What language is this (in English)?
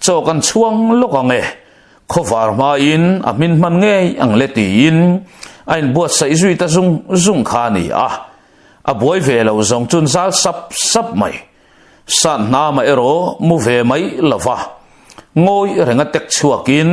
Mizo